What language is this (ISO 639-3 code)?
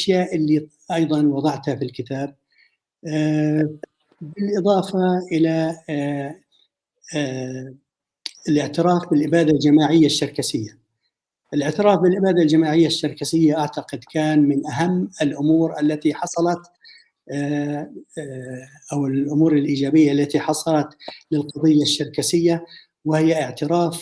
apc